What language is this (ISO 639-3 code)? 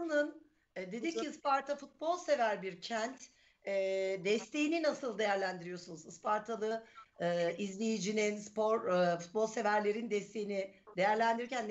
tur